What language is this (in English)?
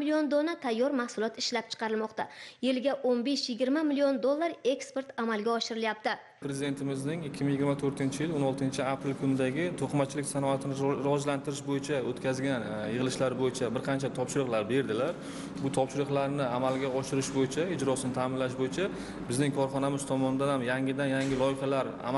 Uzbek